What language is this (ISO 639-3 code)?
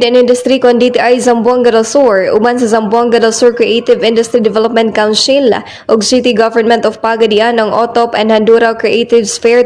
ceb